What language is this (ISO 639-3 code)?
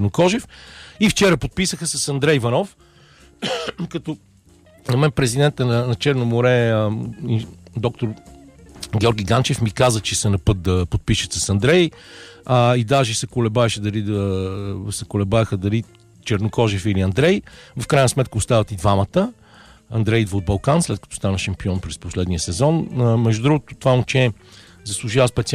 bul